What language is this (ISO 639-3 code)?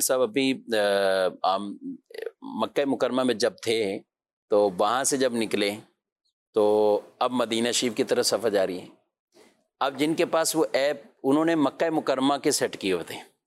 urd